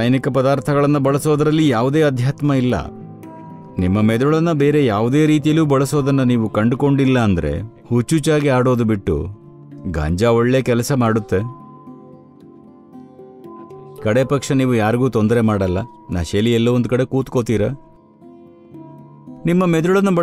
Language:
Kannada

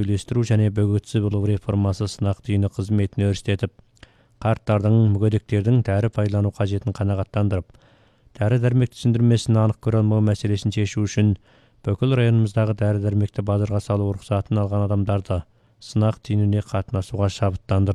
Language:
Kazakh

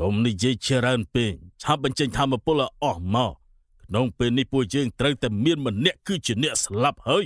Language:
Khmer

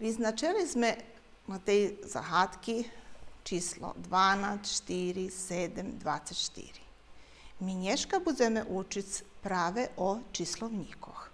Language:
Rusyn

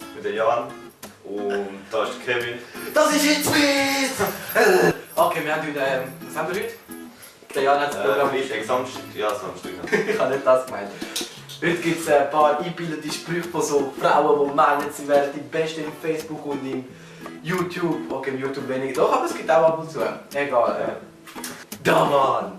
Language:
Swiss German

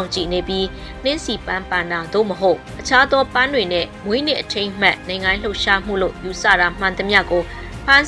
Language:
Burmese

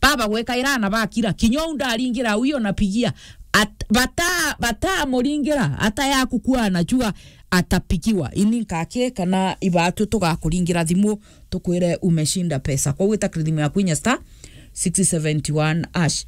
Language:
Meru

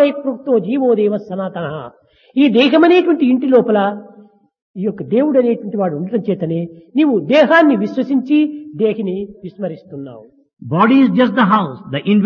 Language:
Telugu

